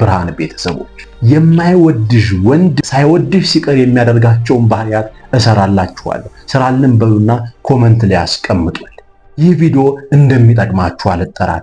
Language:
Amharic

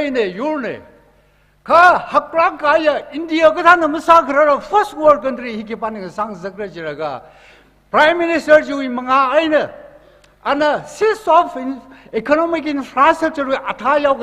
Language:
Tangkhul Naga (India)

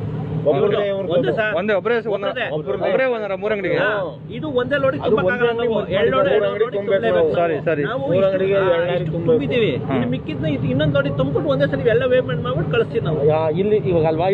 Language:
Kannada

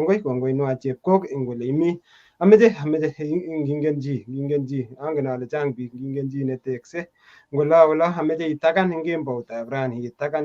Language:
Kalenjin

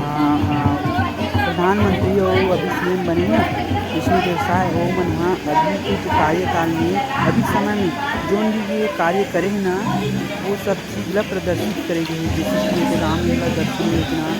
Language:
Chhattisgarhi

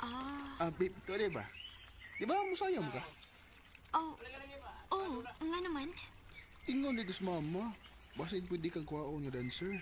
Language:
Cebuano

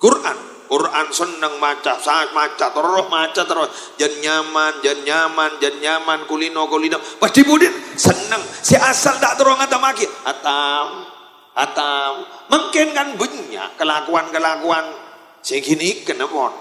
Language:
Madurese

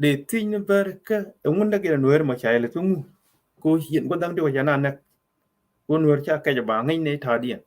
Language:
Nuer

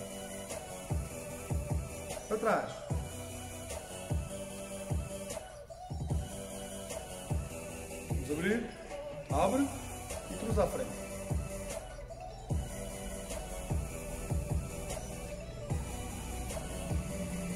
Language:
Portuguese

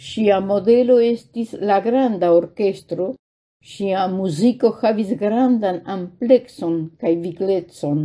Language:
Esperanto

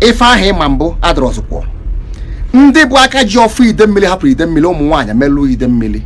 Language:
Igbo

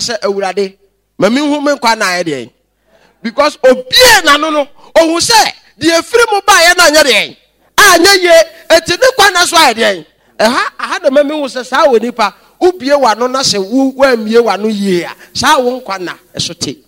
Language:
Akan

